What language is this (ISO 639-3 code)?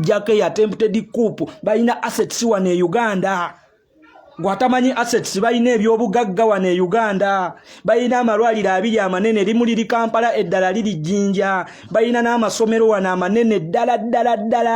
lug